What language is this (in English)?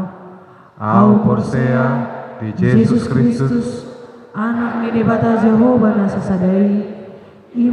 Batak Toba